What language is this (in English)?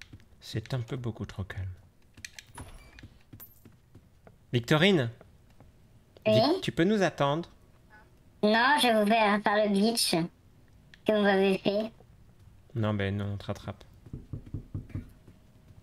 French